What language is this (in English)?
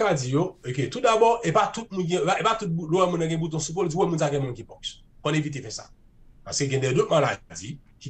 Haitian Creole